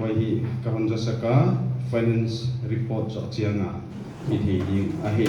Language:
Paite Chin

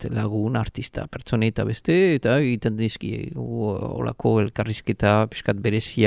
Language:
Basque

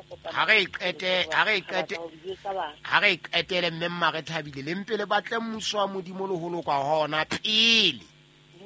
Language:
Southern Sotho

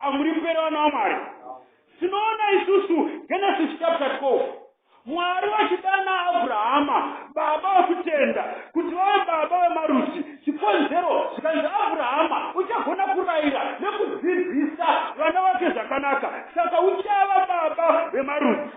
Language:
Shona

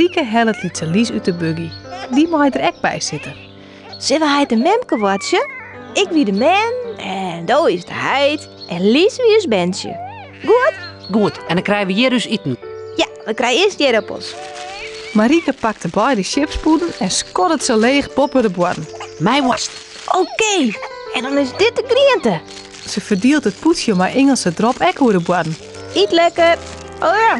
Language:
Western Frisian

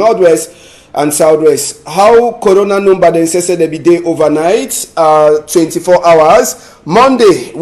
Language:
Cameroon Pidgin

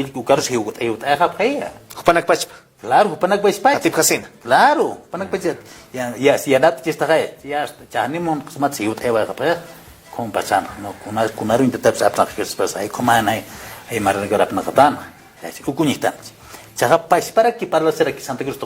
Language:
Aymara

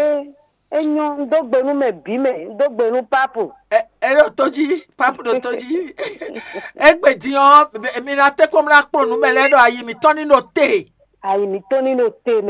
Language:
Fon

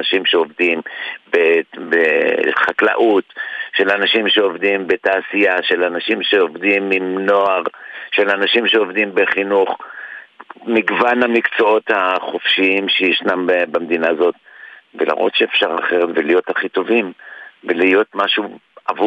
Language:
Hebrew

